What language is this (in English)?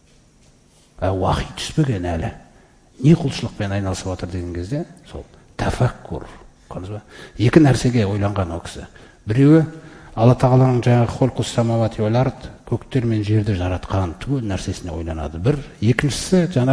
Kazakh